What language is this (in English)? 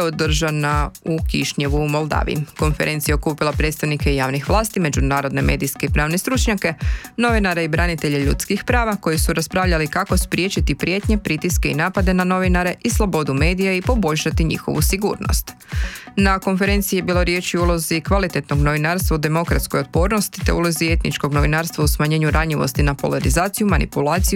Croatian